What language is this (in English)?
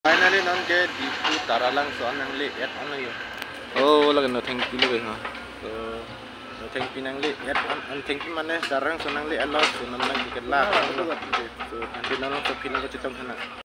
Karbi